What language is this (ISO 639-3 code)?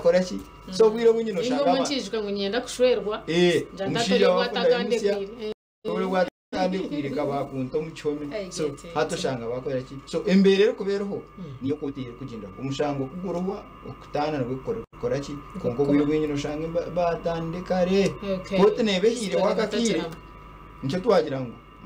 nyn